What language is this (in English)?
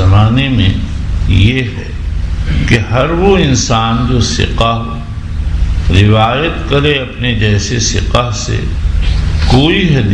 Urdu